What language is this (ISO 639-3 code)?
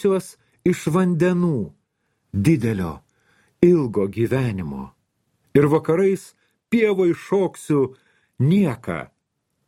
lit